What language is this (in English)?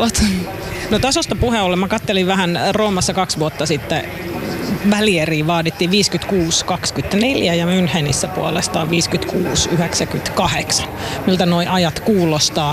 Finnish